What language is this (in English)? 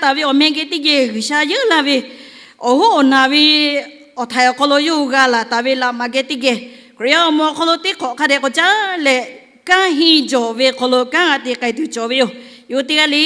Lahu